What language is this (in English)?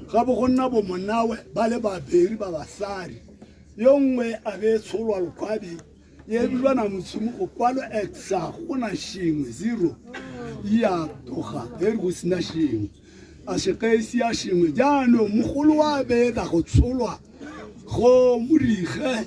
Tswana